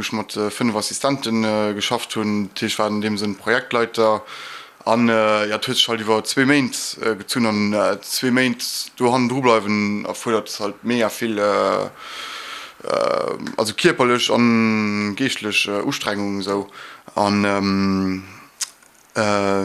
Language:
Luxembourgish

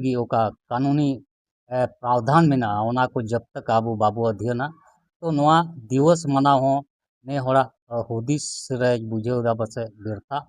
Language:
Santali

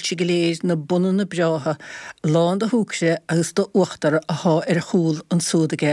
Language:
Irish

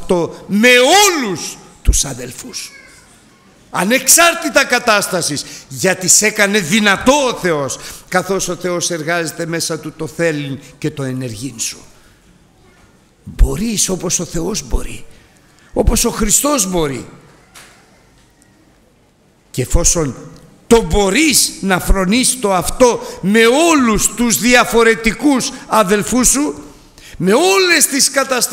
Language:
Greek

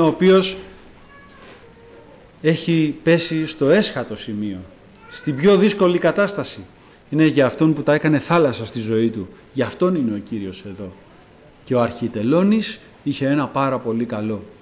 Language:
Greek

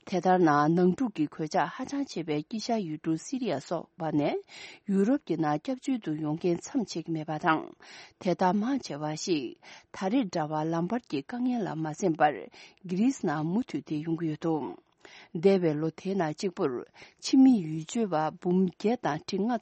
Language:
Tibetan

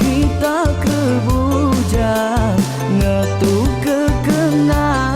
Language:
Iban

